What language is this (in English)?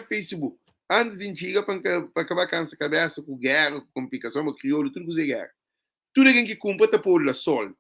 Kabuverdianu